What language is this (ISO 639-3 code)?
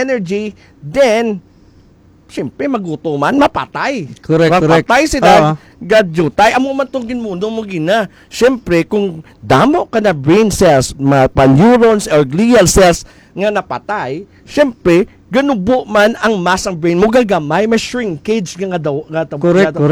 hil